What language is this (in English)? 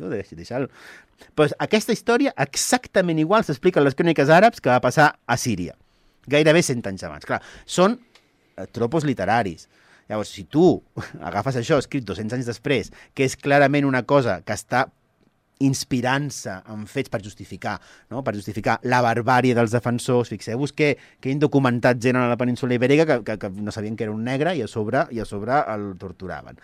Catalan